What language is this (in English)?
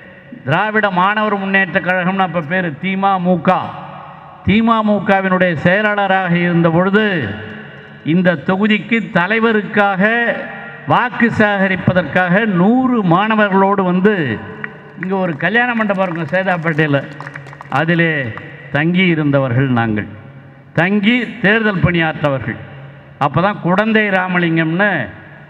Tamil